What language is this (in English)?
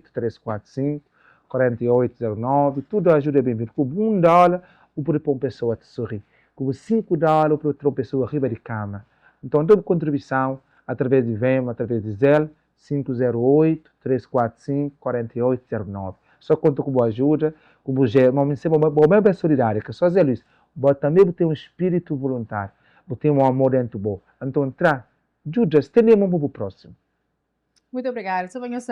Kabuverdianu